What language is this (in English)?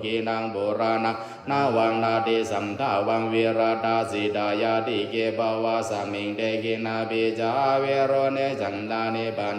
Pali